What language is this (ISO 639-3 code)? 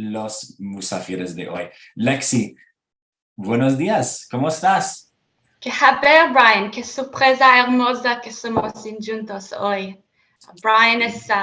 lad